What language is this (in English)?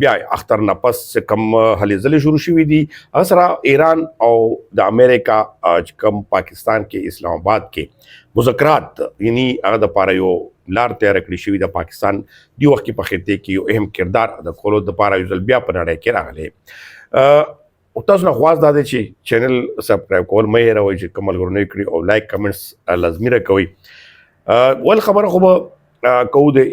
Pashto